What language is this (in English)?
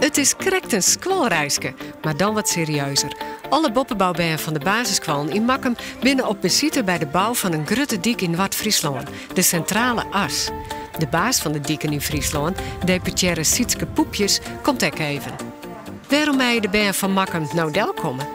Western Frisian